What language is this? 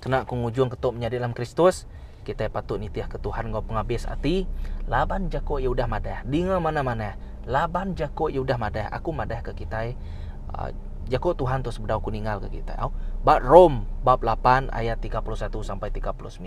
Iban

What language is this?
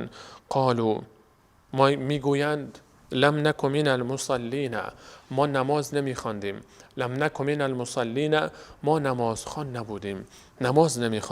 Persian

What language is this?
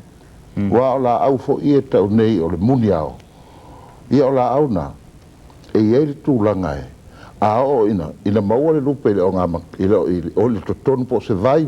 Samoan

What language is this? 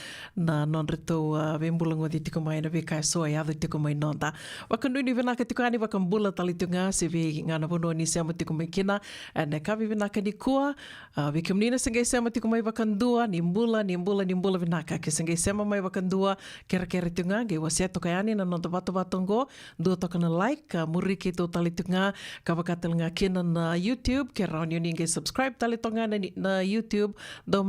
Fijian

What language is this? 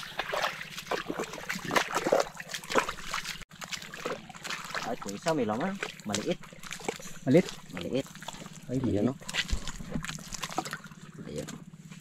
Filipino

